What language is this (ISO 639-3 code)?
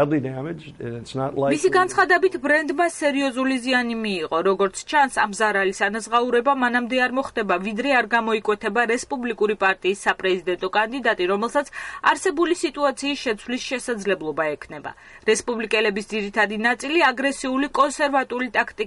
kat